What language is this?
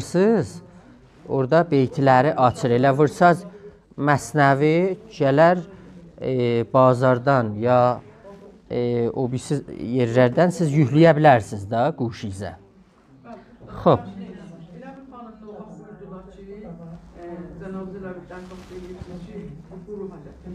South Azerbaijani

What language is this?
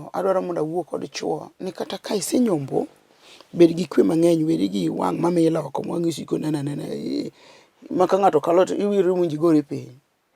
Luo (Kenya and Tanzania)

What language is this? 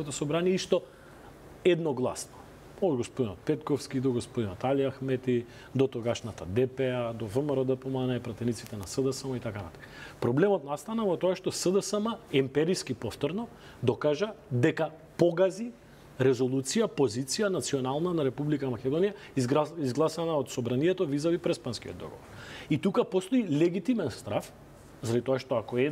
Macedonian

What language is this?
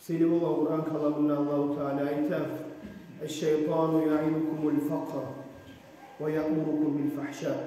Kumyk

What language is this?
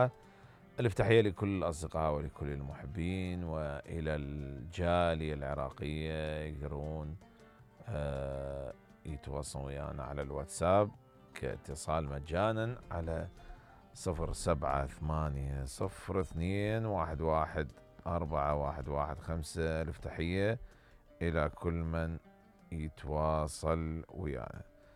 Mesopotamian Arabic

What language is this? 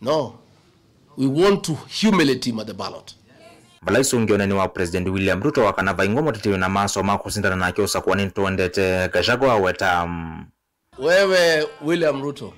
Kamba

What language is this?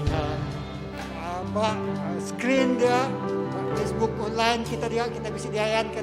Iban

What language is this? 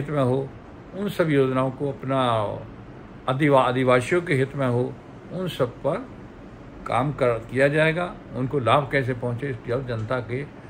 Hindi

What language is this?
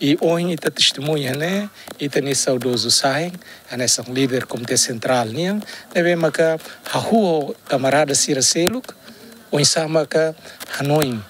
Tetum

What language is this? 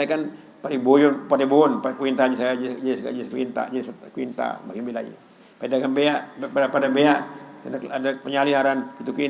Sasak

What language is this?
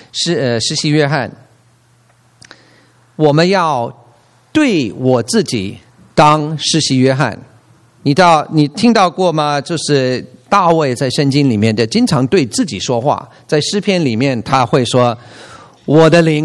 Chinese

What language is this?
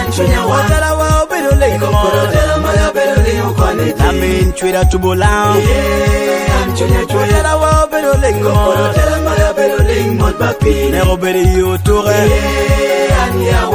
Lango (Uganda)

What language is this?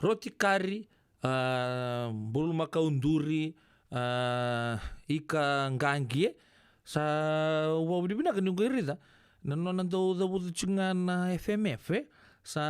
Fijian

